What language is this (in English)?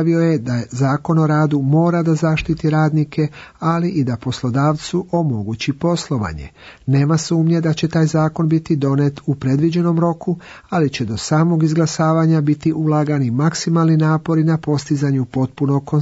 Serbian